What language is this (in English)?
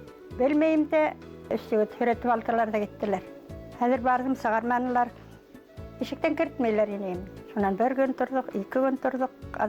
Bashkir